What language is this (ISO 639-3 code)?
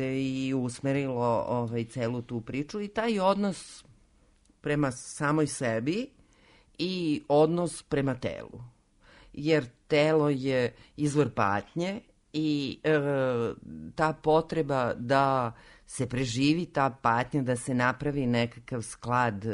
srp